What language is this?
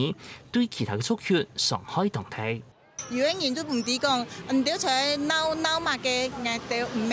Hakka Chinese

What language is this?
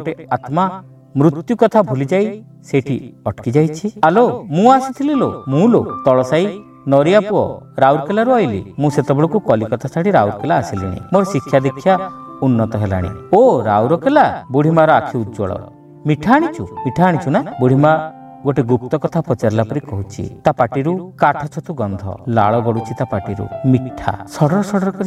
Odia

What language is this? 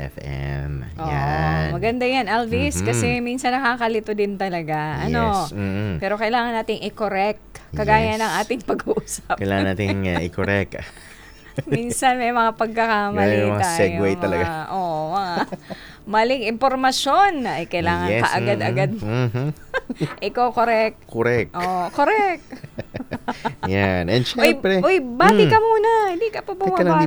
Filipino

